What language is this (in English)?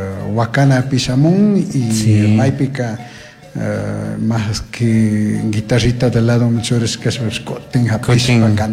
Chimborazo Highland Quichua